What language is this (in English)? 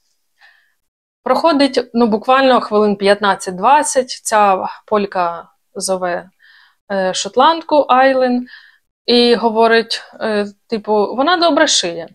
Ukrainian